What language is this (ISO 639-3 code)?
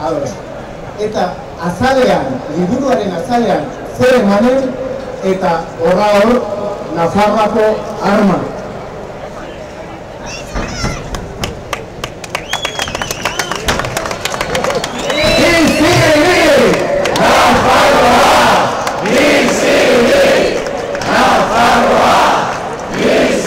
eus